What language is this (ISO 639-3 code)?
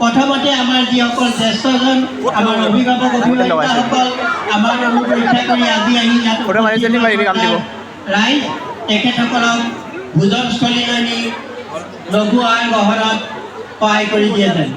asm